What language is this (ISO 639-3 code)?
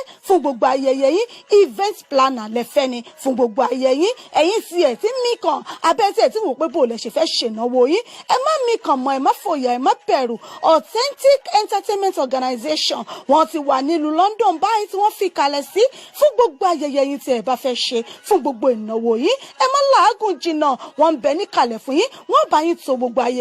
yor